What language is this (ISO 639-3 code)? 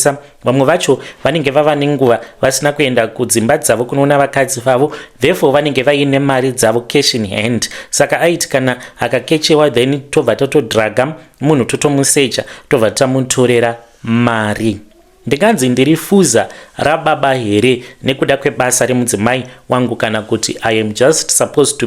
sna